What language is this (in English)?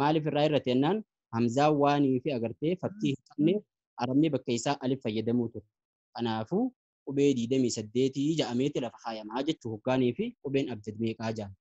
Oromo